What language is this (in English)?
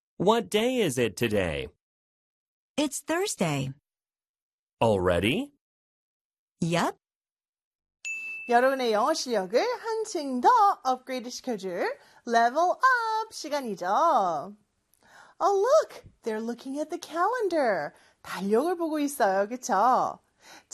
Korean